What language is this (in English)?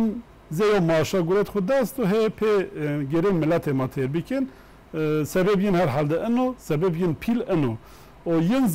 Zaza